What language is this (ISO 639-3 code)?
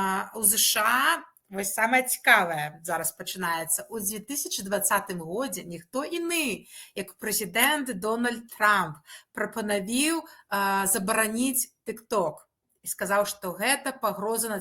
bel